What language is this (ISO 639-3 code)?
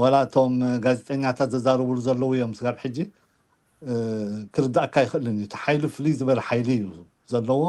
tir